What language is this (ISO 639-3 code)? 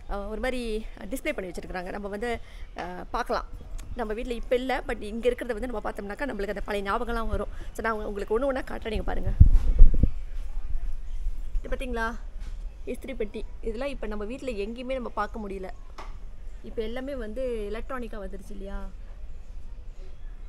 tam